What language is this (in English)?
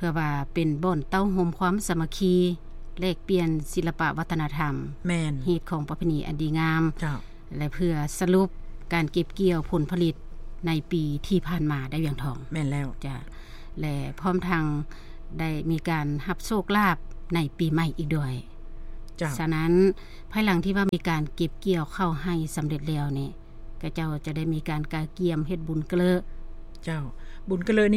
Lao